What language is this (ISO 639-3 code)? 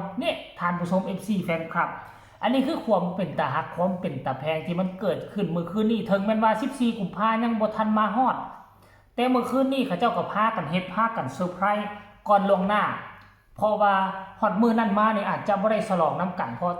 tts